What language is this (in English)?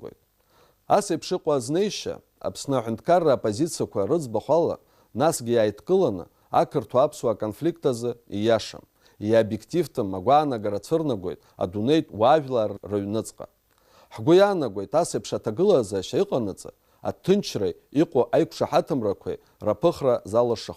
Abkhazian